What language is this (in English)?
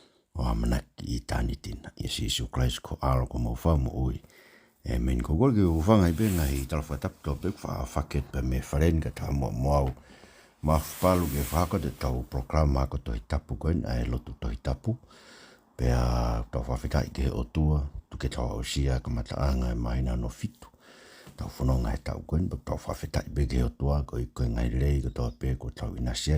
Tongan